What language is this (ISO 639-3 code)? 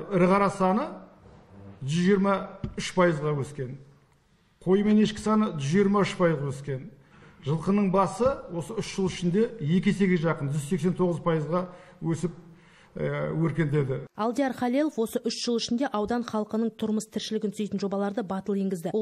kaz